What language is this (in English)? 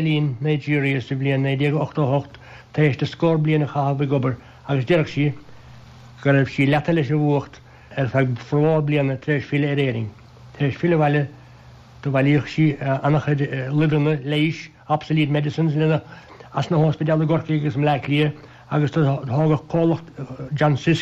Irish